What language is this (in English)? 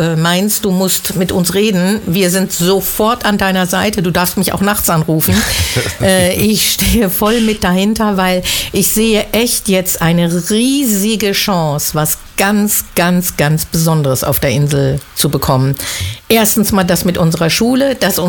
German